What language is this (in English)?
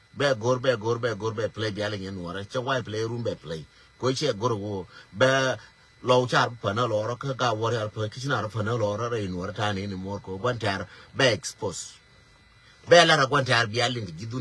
Nuer